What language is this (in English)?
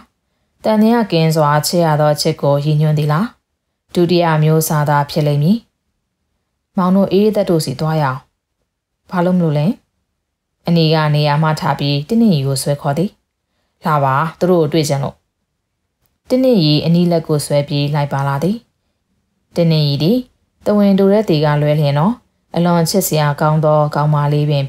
Burmese